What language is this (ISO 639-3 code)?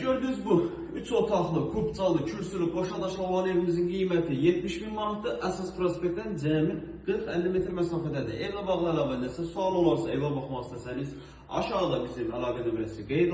aze